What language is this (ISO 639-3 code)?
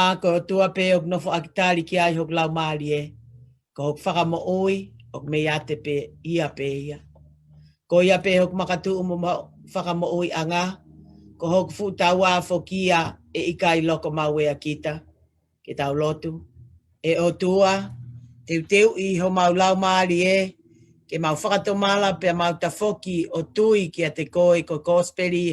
ton